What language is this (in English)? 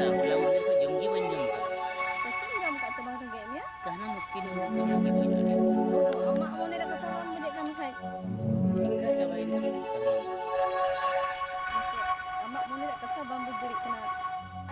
Santali